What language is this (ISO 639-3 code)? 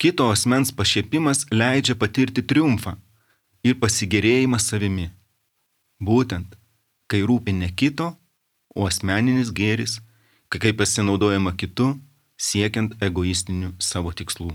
lit